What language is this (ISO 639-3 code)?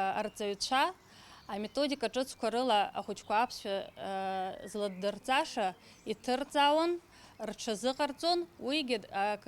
abk